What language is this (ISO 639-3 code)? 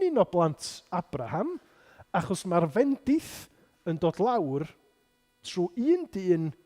cym